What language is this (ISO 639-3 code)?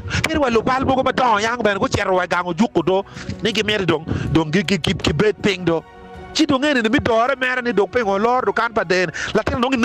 ach